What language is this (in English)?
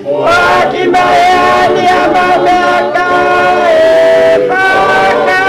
Tongan